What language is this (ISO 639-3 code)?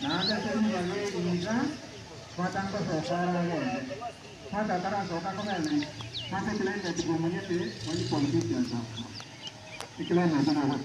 guz